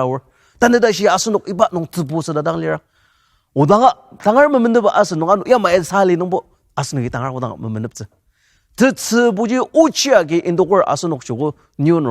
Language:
Ao Naga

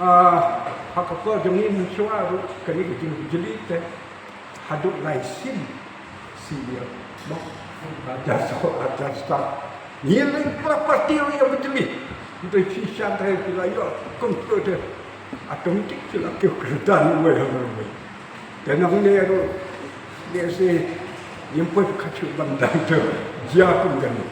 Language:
Khasi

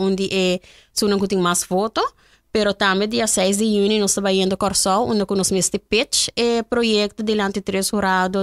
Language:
Papiamento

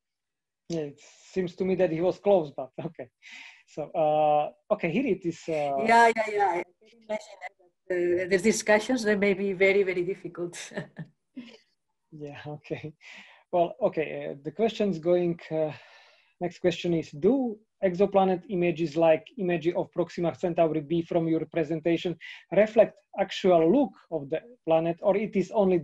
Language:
English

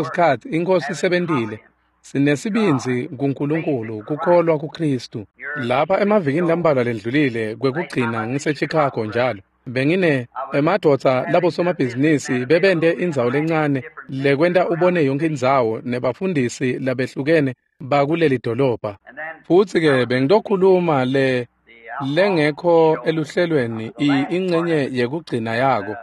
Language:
Swati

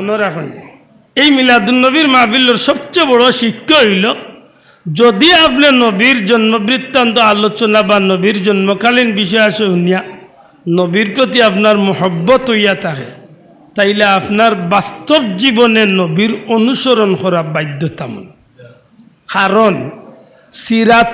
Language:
Sylheti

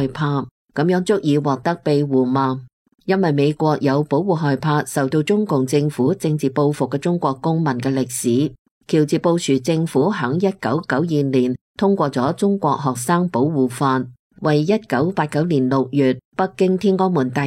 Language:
Cantonese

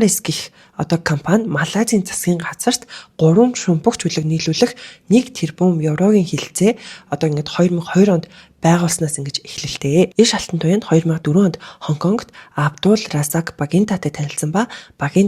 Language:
Mongolian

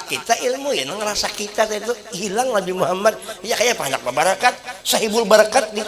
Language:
Banjar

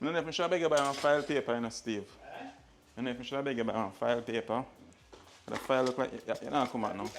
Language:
Jamaican Creole English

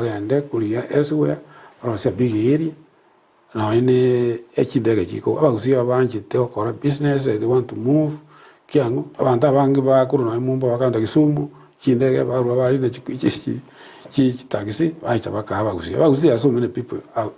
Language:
Gusii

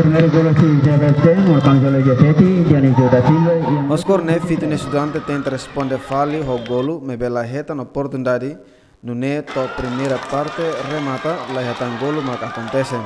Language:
Tetum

